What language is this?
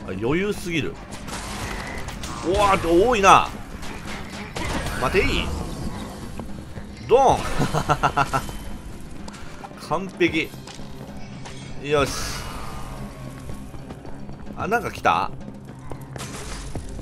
Japanese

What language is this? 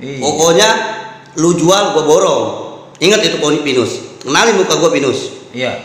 Betawi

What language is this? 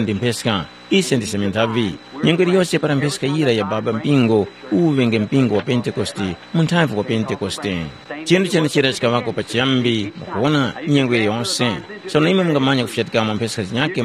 Tumbuka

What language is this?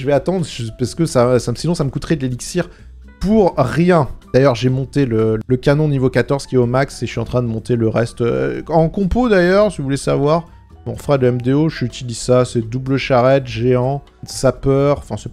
French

